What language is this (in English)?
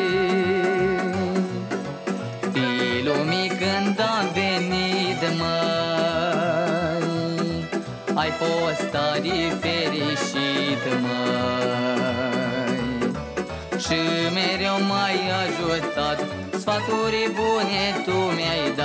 Romanian